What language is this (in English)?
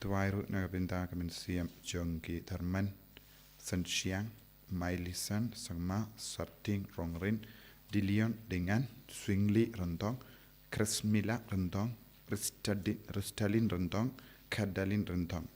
Khasi